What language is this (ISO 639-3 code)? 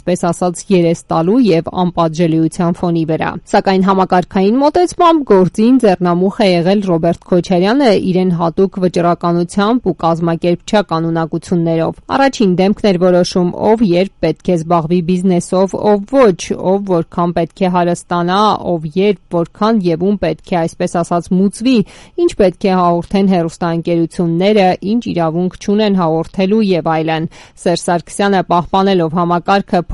hye